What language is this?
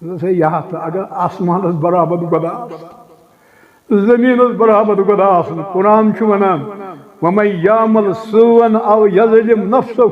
Kashmiri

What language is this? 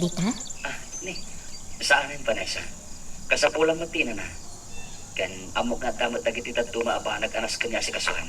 Iloko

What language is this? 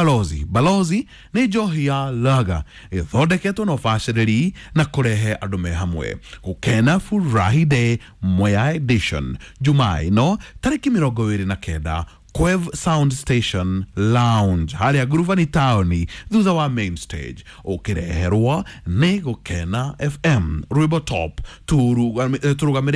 Kikuyu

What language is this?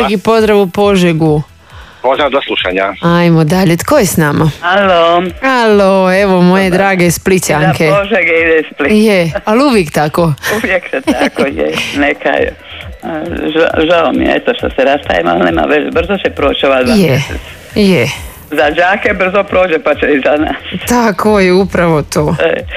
Croatian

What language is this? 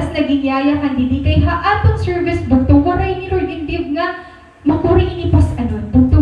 Waray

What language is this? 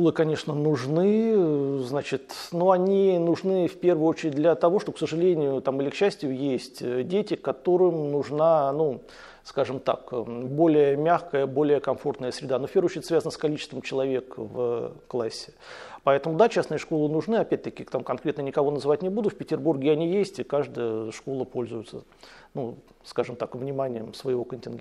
Russian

